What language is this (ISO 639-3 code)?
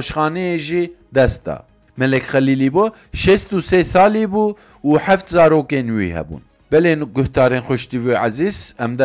kur